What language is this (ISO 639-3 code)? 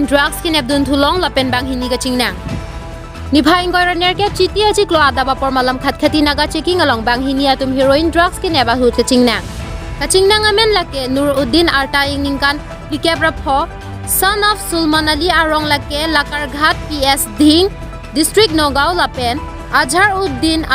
mjw